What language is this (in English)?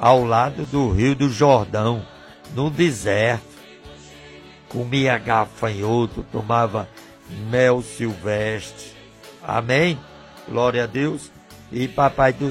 Portuguese